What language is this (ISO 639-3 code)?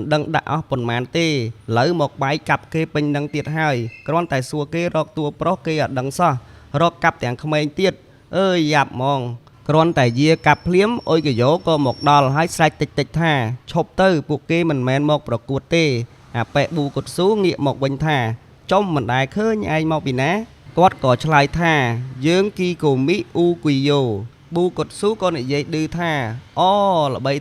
khm